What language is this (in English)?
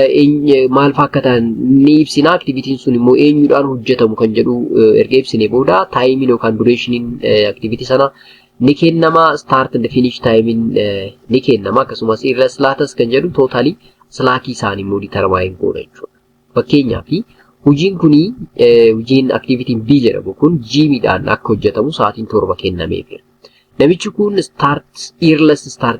Oromo